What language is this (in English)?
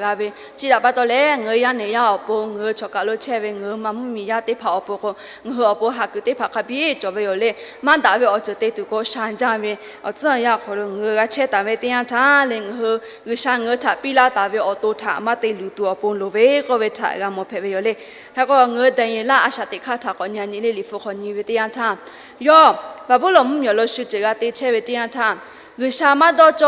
Lahu